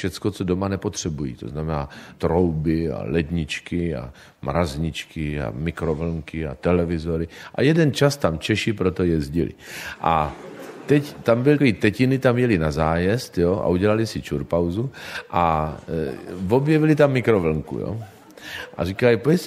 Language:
Czech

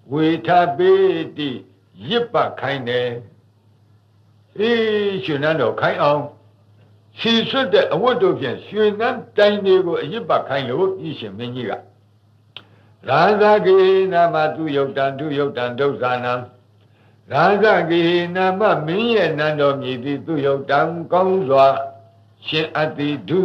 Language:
Burmese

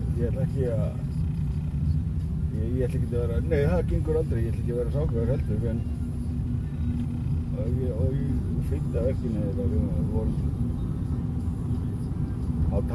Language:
Icelandic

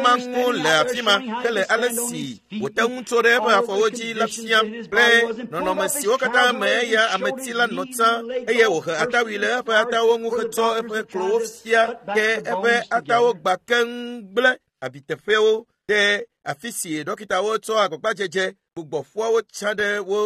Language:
Ewe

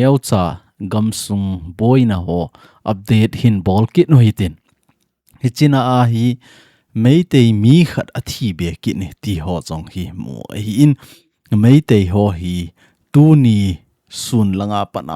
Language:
Thado Chin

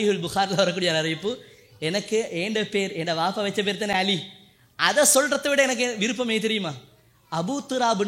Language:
Tamil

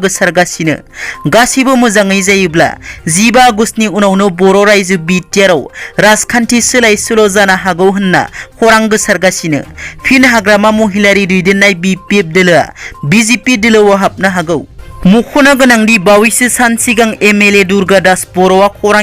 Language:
Bodo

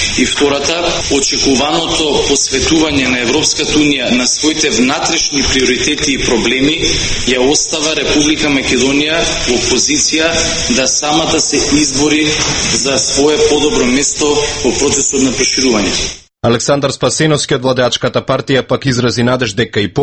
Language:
Macedonian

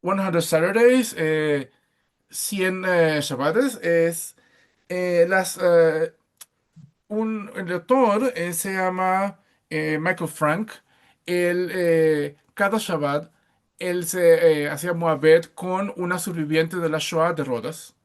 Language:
Ladino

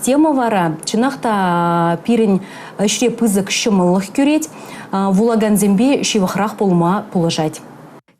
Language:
Chuvash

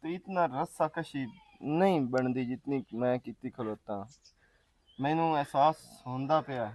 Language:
Western Panjabi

